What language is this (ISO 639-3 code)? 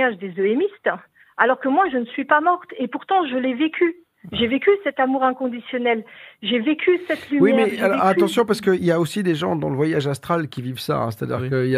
fra